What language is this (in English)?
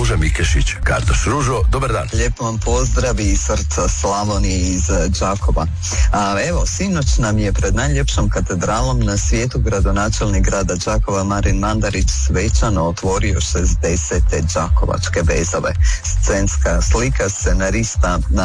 Croatian